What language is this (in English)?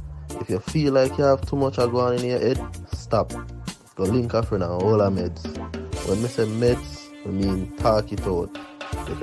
Jamaican Creole English